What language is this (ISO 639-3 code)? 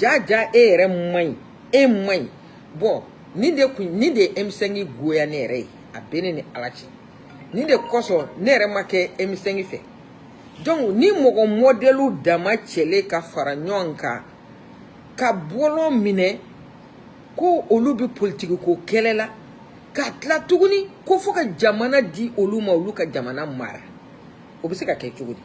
bam